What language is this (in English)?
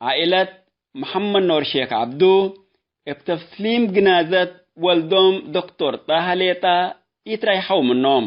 Tigre